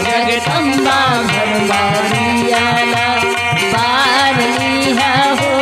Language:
Chhattisgarhi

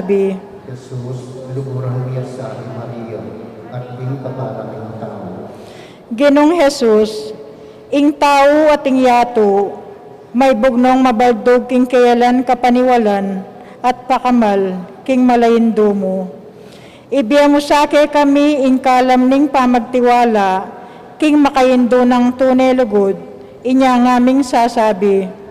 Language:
Pampanga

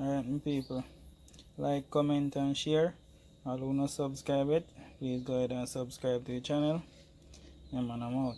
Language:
Jamaican Creole English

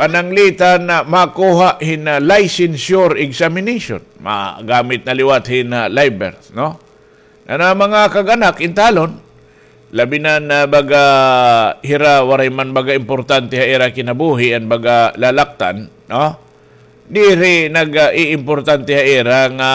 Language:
Waray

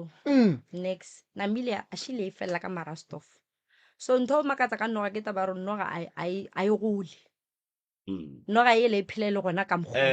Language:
Northern Sotho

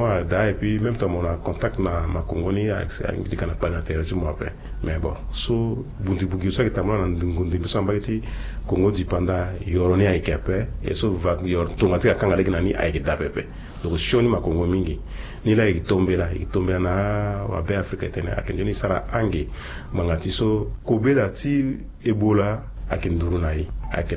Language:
Sango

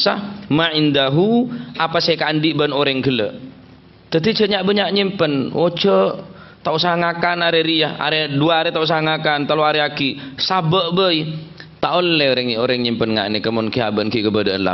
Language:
Madurese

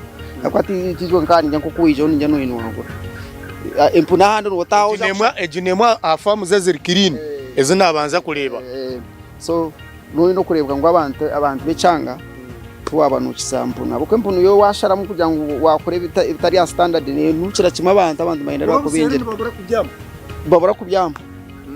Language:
Nyankole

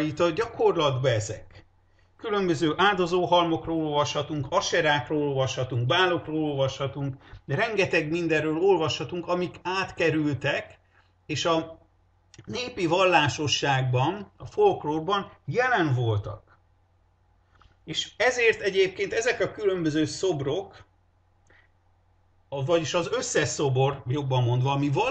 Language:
Hungarian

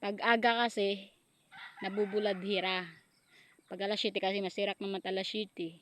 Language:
Waray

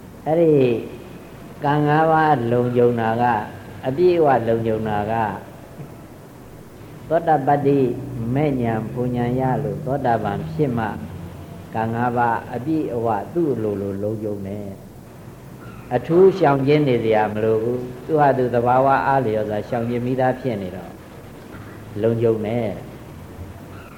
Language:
Burmese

